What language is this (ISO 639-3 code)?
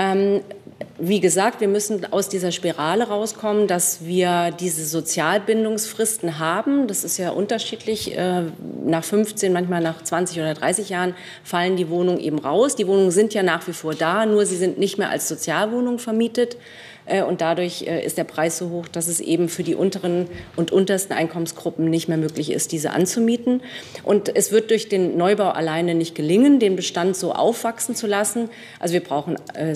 deu